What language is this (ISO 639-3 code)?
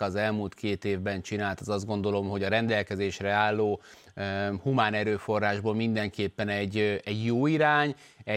hun